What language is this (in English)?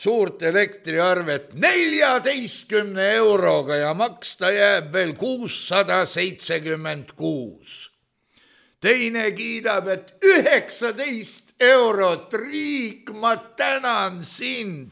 Estonian